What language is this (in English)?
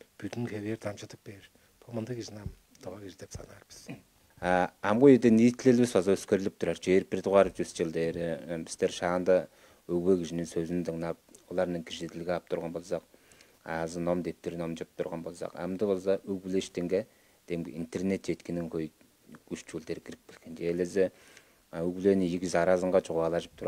Tuvinian